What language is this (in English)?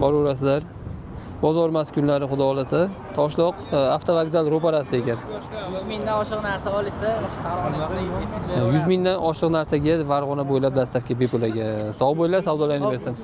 Uzbek